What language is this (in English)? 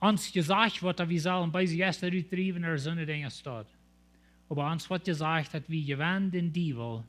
Plautdietsch